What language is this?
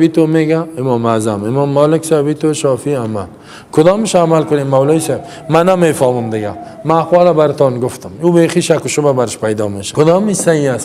Persian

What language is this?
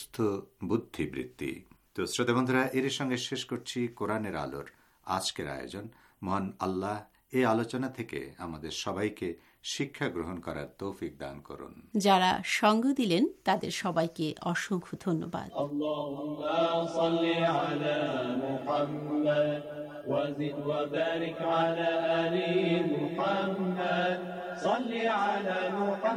Bangla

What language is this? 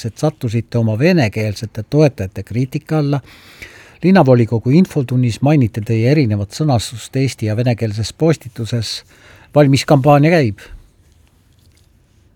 Estonian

